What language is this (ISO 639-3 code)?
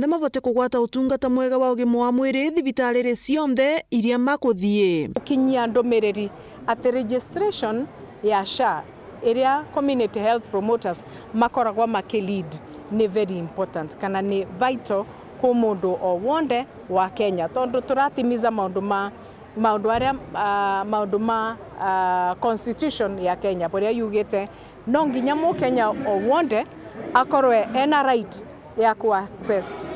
mer